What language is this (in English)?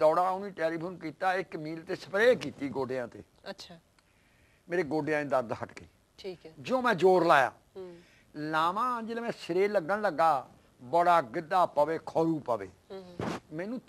Punjabi